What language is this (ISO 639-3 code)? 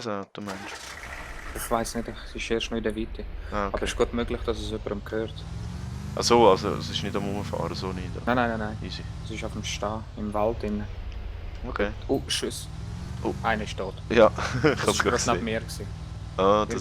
gsw